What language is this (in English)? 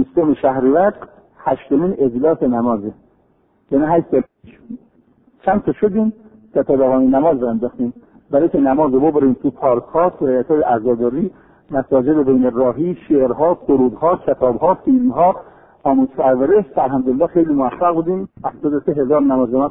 Persian